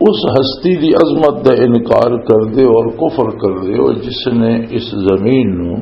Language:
Western Panjabi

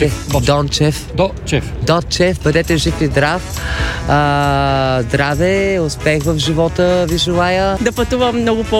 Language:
Bulgarian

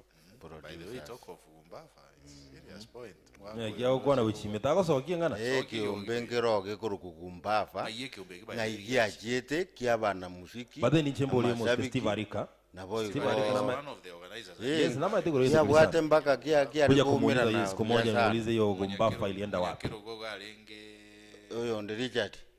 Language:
Gusii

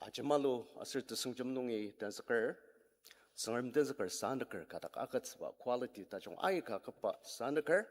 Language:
Ao Naga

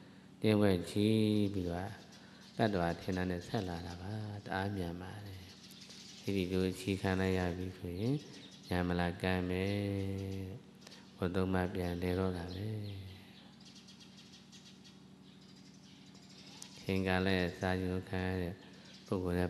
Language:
Burmese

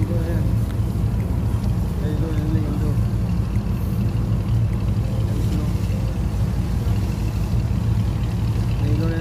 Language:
Filipino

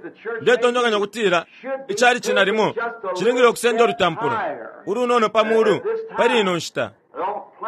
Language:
Bemba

